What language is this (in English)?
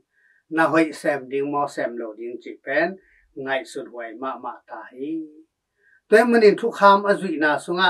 Tedim Chin